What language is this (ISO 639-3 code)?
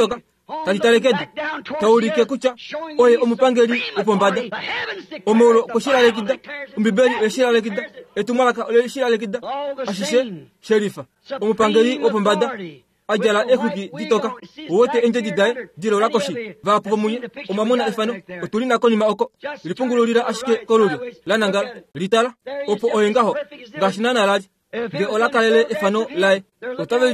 kua